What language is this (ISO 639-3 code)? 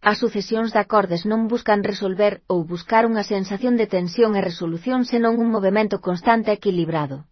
glg